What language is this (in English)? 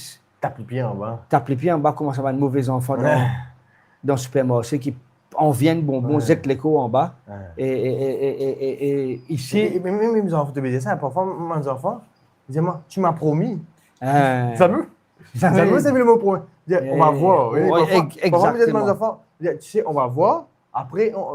Morisyen